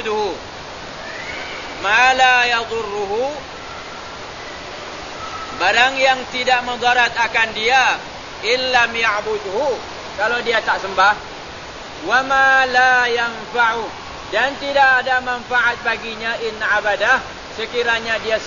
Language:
Malay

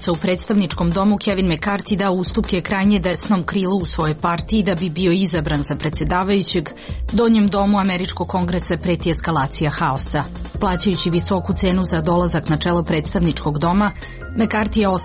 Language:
Serbian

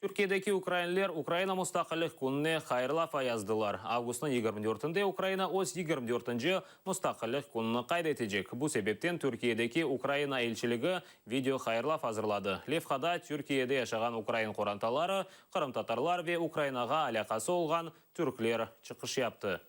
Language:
Crimean Tatar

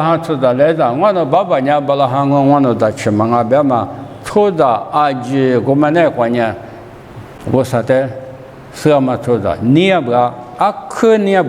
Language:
Lisu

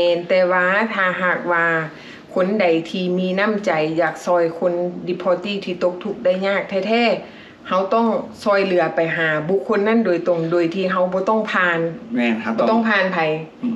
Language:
Lao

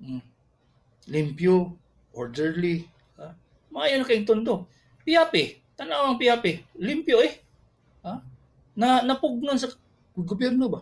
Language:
Cebuano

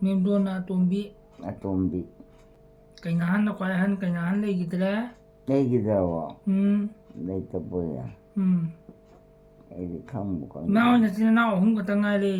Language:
Manipuri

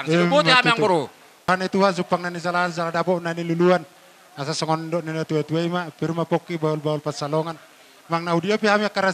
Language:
Batak Toba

